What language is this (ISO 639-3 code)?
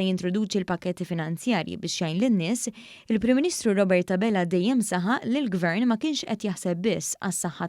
mlt